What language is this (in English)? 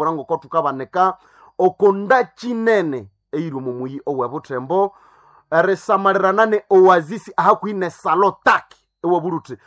Nande